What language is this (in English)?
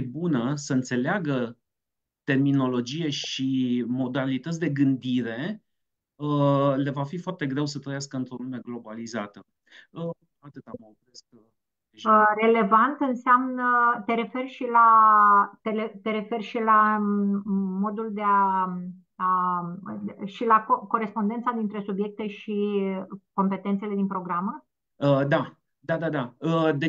Romanian